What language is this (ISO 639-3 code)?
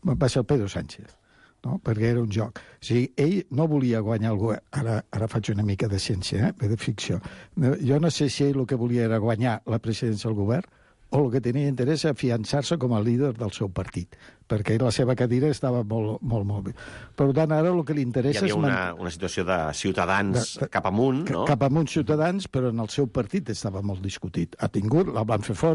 cat